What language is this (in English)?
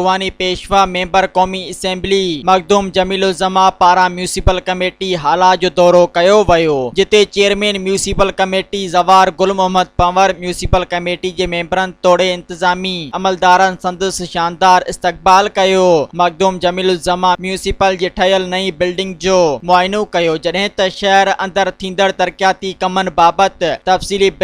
Sindhi